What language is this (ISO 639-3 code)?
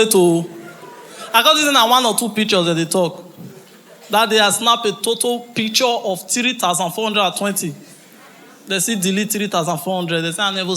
pcm